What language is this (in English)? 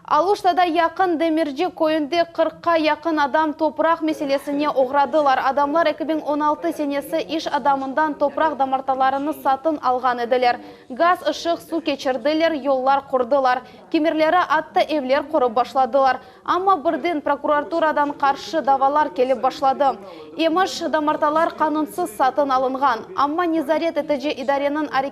Crimean Tatar